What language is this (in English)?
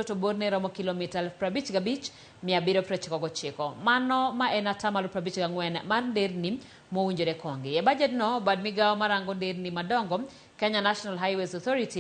Luo (Kenya and Tanzania)